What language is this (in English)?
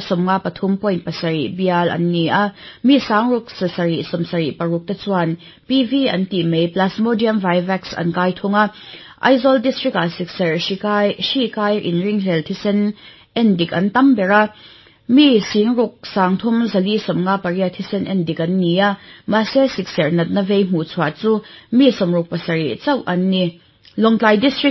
Mizo